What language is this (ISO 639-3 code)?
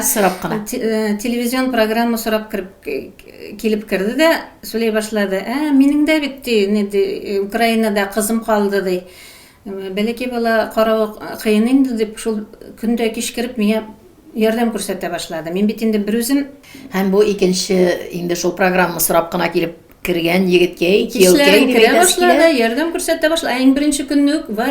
tat